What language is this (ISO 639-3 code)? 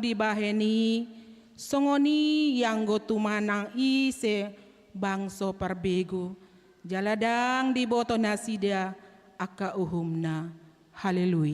bbc